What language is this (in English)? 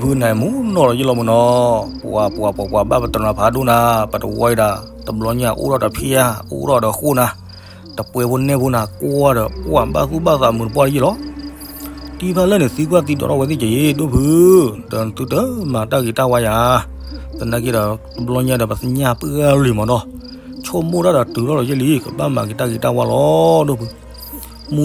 S'gaw Karen